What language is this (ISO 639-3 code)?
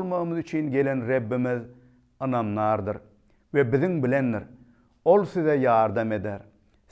tuk